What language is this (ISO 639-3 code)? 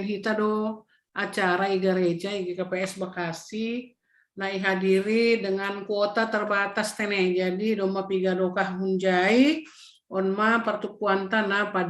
bts